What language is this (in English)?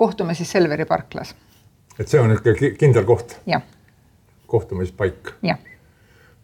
Estonian